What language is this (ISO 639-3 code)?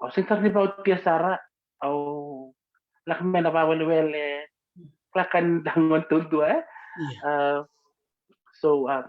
fij